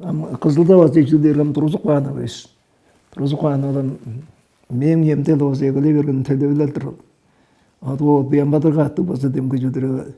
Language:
Tuvinian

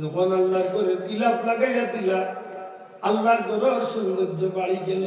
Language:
Sylheti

